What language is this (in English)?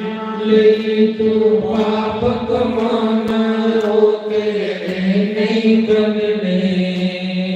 Dogri